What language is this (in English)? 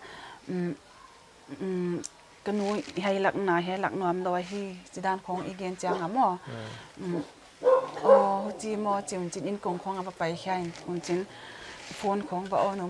Paite Chin